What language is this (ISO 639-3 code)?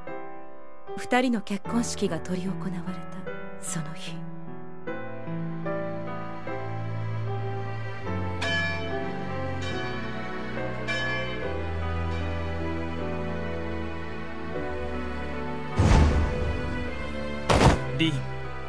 jpn